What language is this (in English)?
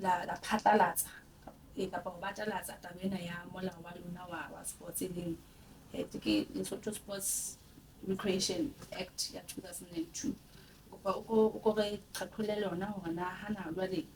Southern Sotho